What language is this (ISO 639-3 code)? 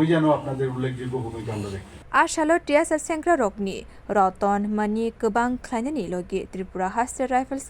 trp